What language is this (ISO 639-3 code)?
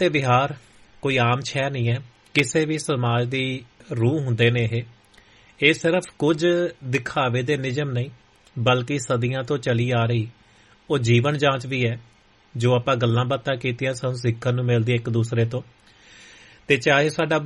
pan